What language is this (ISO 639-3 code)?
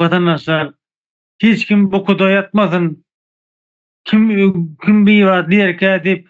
tuk